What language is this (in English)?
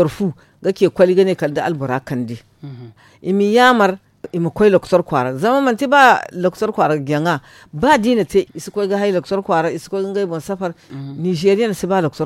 Zarma